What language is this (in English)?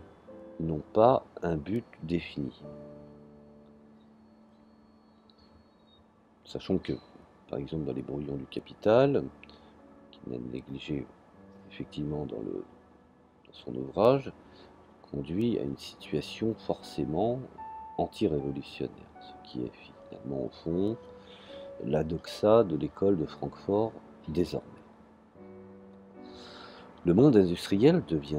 French